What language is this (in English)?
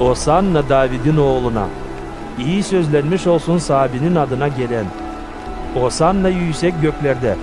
Gagauz